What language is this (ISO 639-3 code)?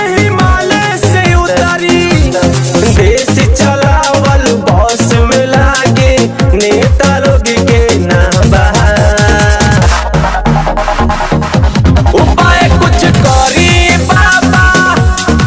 bho